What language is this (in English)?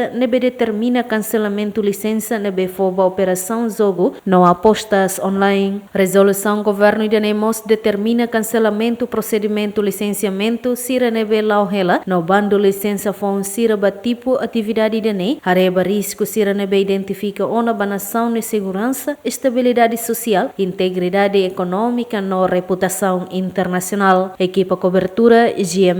Tetum